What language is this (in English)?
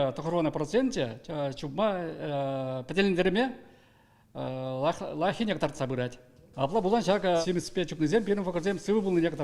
Chuvash